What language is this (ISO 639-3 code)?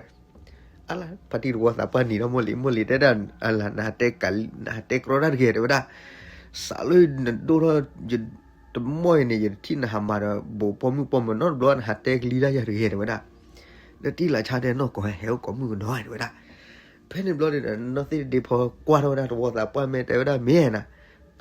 ksw